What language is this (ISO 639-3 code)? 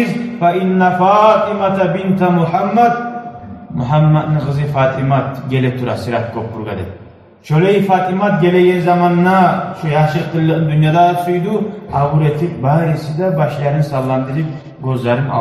kum